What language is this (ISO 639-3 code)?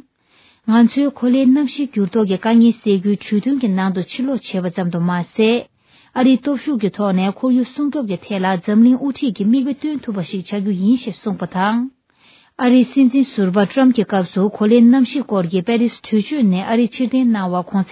bod